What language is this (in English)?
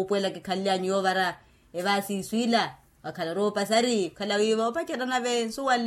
Makhuwa